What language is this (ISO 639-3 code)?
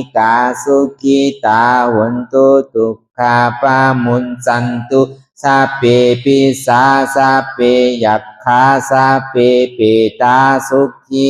khb